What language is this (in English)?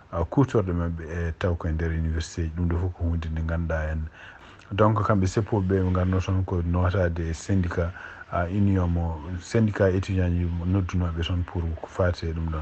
Fula